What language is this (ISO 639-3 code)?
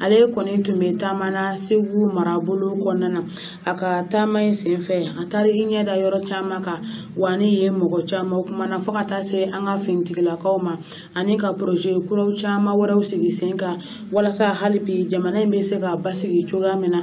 bam